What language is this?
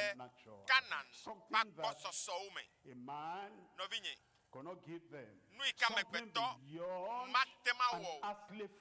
Ewe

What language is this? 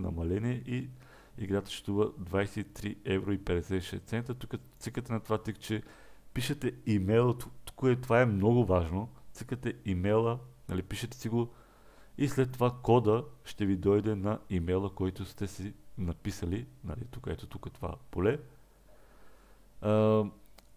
Bulgarian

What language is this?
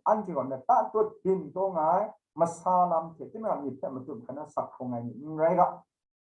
Kachin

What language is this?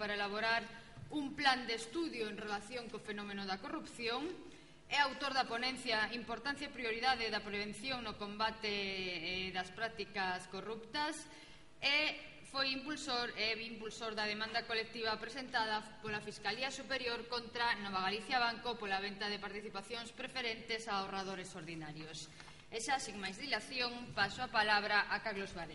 Galician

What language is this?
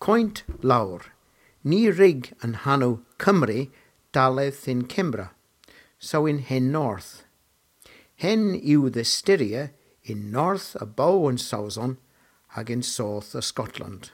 Cornish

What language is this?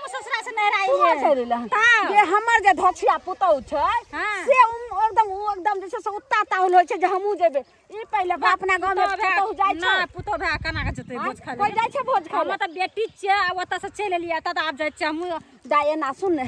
Maithili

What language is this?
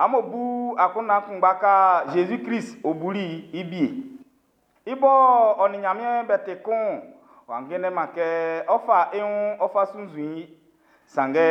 Baoulé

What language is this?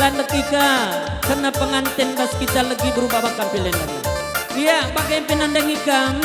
Batak Karo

